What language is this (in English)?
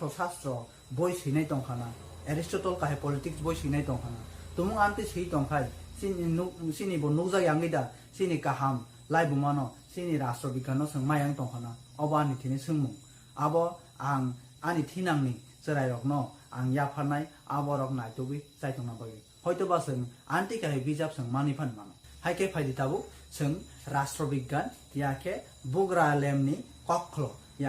Kok Borok